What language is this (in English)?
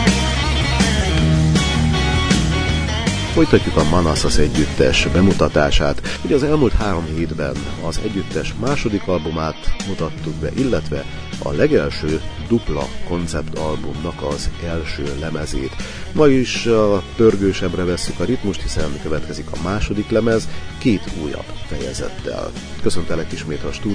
Hungarian